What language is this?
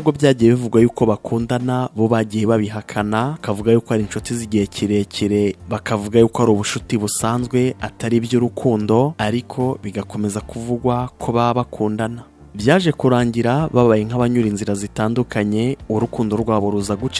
Kinyarwanda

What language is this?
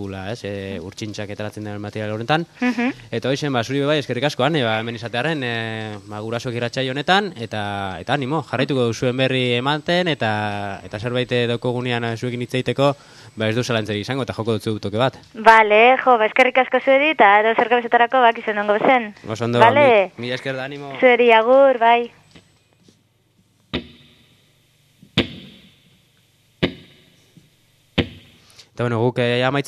Basque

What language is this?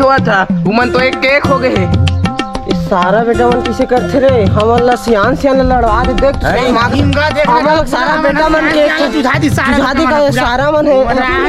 Chhattisgarhi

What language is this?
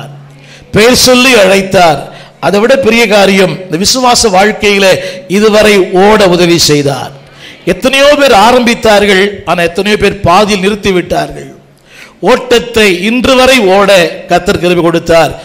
Tamil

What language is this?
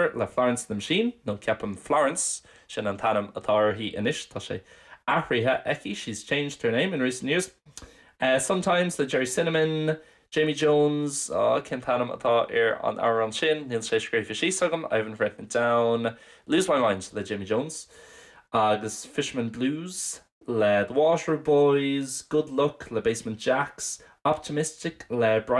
Irish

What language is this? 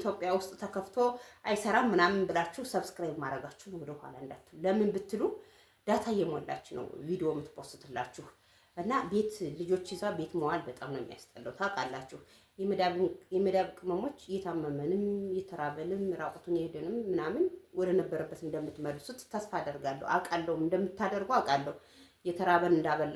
Amharic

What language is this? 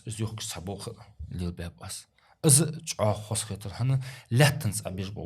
Ingush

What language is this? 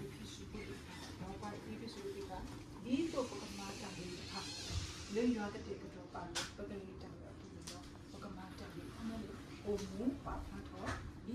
S'gaw Karen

